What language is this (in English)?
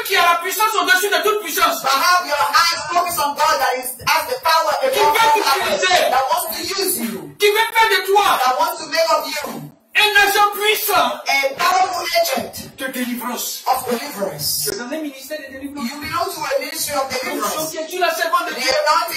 French